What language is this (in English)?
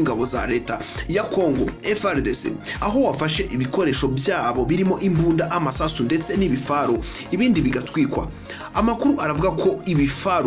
Kinyarwanda